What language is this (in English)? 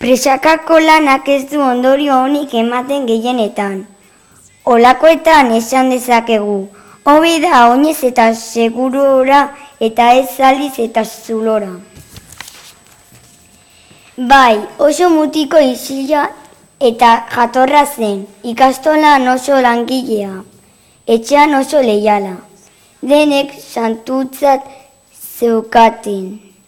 Basque